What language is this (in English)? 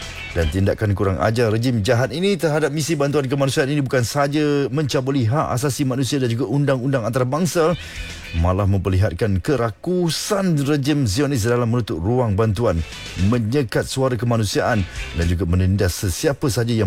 Malay